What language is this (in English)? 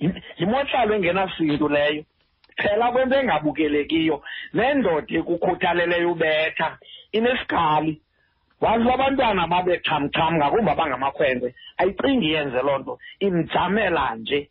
Xhosa